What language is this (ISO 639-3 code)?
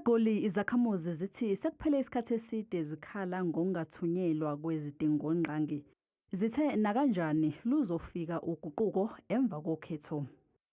zul